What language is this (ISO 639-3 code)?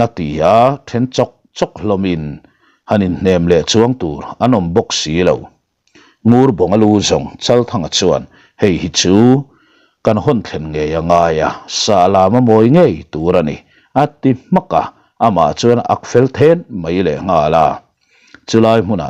lus